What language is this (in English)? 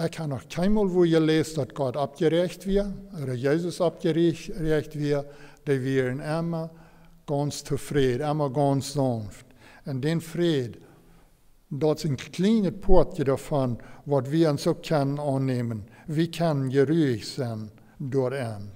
Plautdietsch